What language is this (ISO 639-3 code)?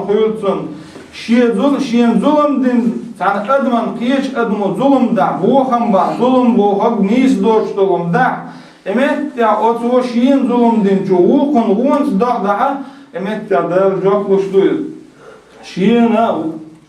che